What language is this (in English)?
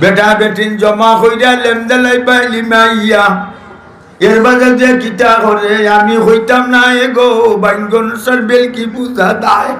Sylheti